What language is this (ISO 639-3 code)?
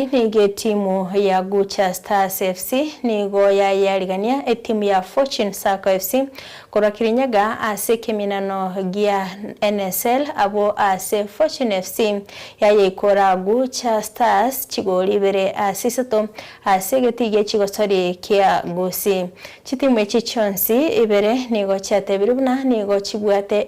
guz